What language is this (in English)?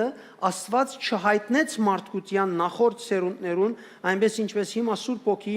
Western Armenian